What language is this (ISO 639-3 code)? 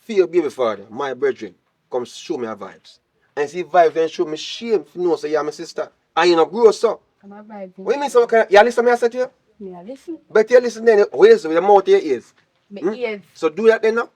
jam